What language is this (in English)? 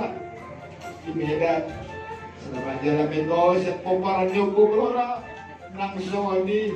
Batak Toba